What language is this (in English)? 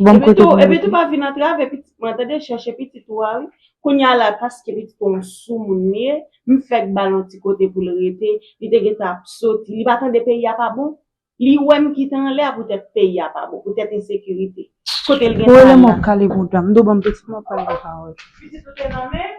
Haitian Creole